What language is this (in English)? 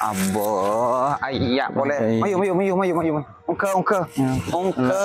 Madurese